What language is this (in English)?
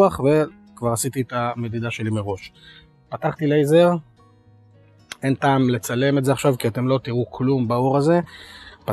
Hebrew